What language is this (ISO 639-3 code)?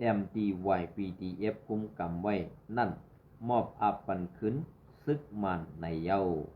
shn